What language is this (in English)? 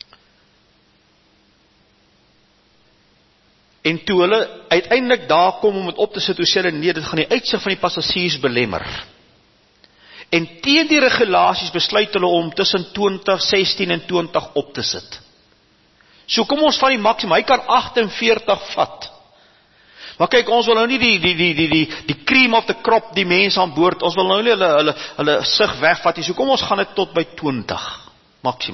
Afrikaans